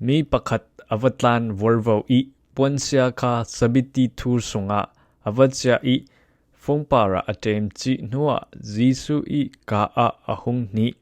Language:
Falam Chin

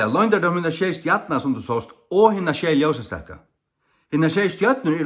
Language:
Faroese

